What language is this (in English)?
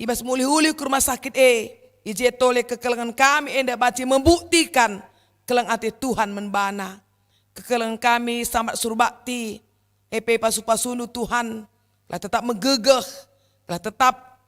Batak Karo